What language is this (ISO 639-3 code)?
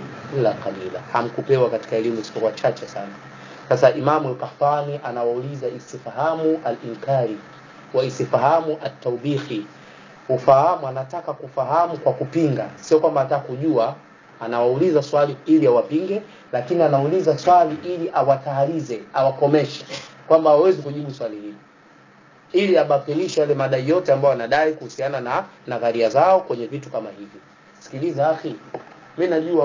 swa